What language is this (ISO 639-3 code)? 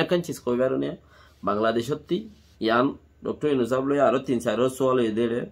rhg